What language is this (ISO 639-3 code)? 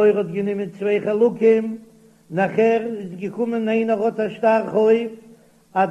yid